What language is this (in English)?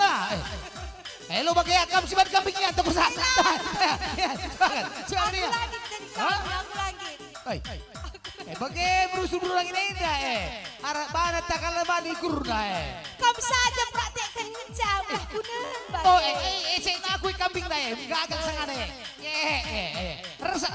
Batak Karo